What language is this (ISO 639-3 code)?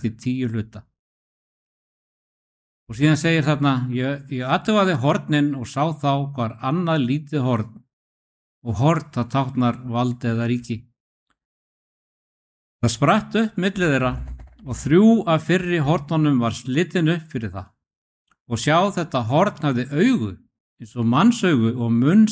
isl